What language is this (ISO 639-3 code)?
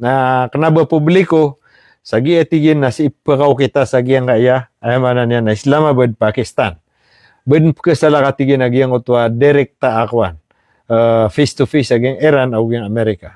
mrw